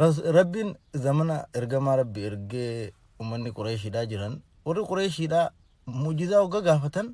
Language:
Oromo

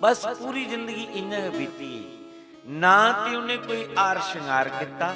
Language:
Dogri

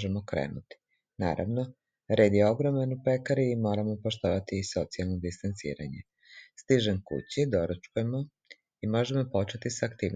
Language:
Serbian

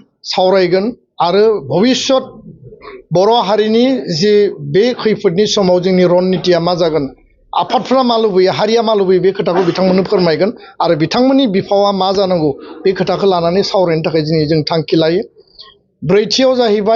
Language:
Bodo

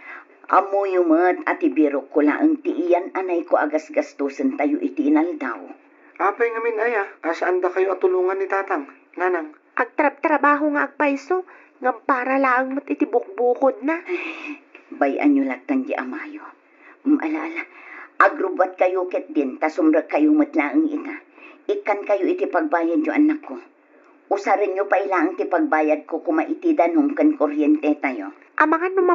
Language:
Iloko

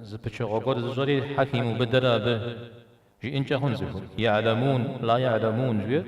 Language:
Kabardian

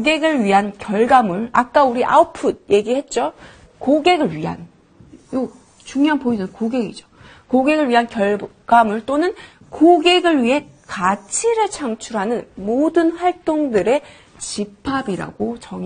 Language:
Korean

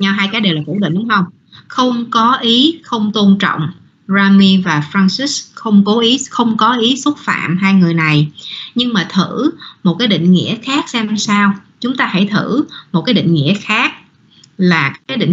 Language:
Vietnamese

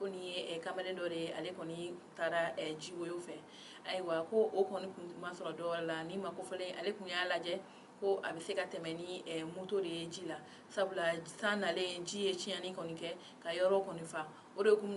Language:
Bambara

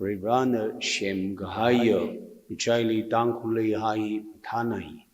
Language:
Tangkhul Naga (India)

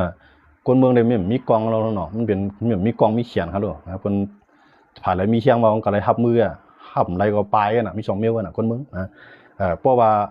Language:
Shan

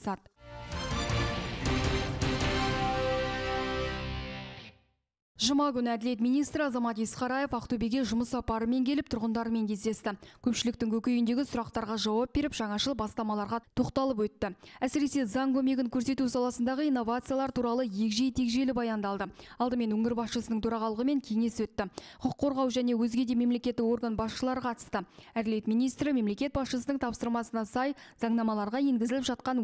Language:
Kazakh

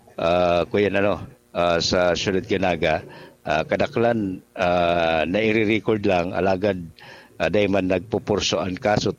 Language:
Bikol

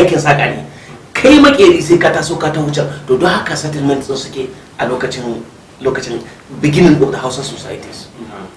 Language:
Hausa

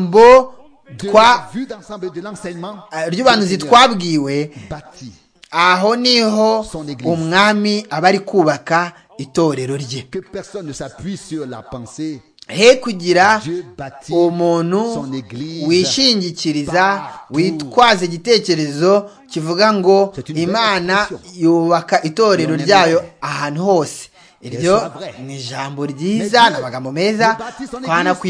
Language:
Kinyarwanda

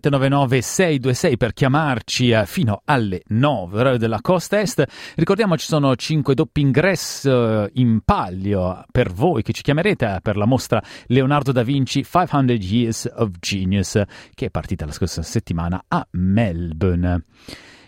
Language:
Italian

